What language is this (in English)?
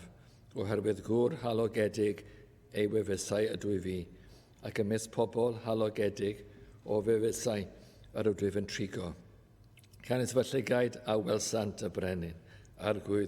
Welsh